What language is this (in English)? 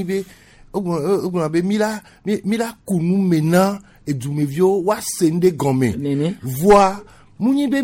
Gen